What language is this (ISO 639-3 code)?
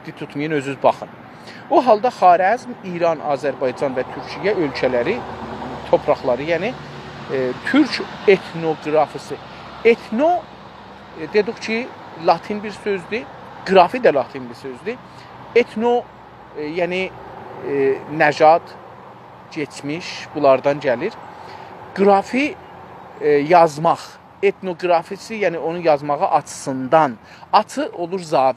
azb